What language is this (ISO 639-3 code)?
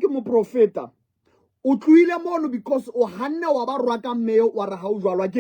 sot